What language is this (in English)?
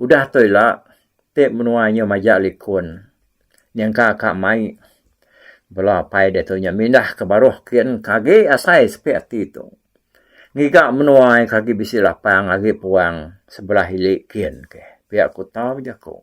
Iban